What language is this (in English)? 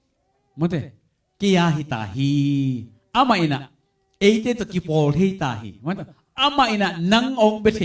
Tedim Chin